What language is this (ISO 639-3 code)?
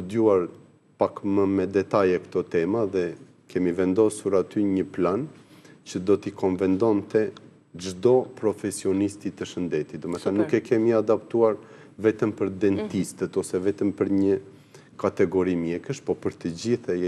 sqi